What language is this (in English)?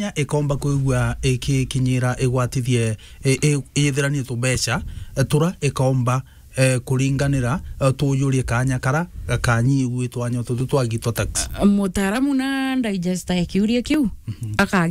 Meru